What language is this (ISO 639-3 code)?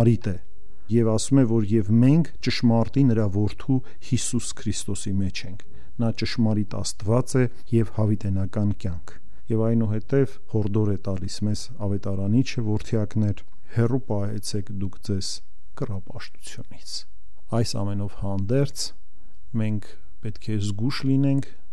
hye